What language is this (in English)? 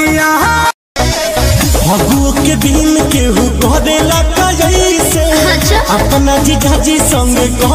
Bhojpuri